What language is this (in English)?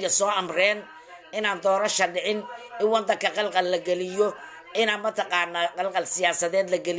Somali